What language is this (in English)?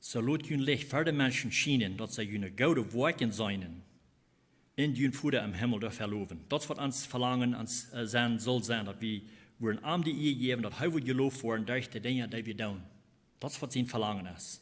Plautdietsch